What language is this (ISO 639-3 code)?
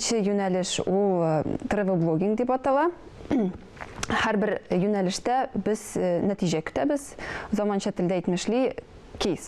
tat